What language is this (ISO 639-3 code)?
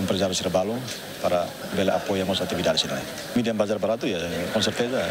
tet